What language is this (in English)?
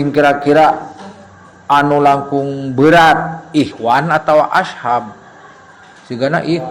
Sundanese